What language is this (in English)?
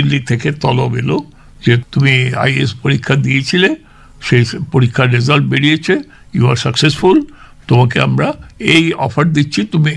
Bangla